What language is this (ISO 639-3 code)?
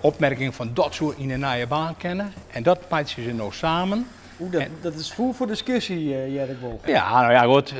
fry